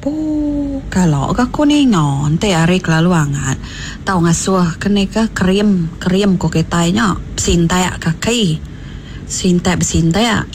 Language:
Iban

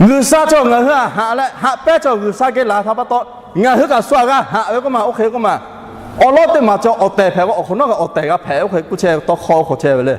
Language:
Lahu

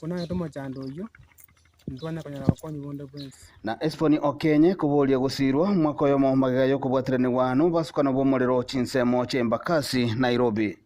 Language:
Gusii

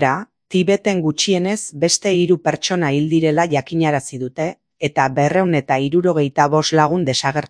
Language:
Basque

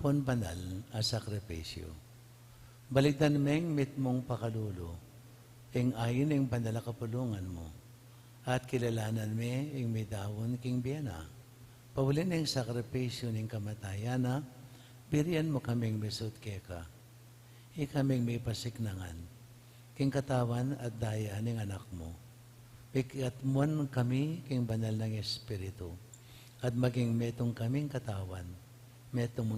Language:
Pampanga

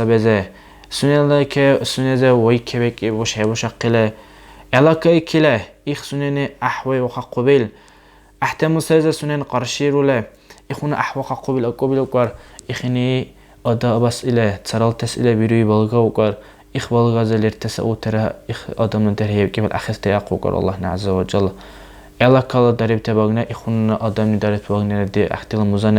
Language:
Dargwa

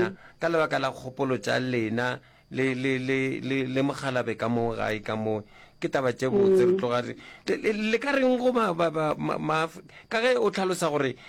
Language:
Northern Sotho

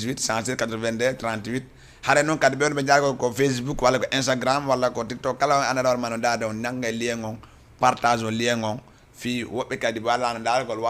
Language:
Fula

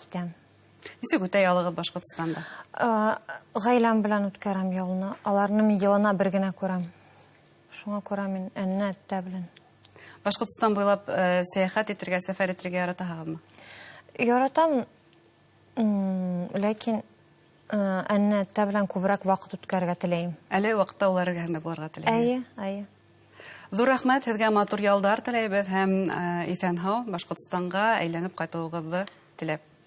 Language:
Bashkir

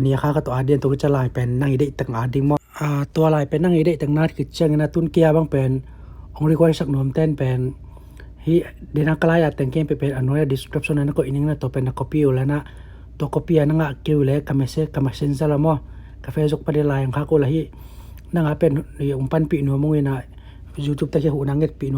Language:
Tedim Chin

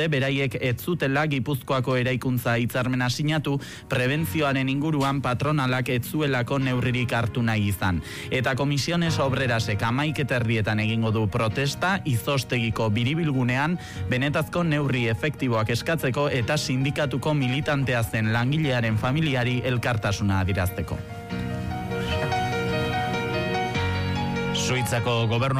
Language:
Basque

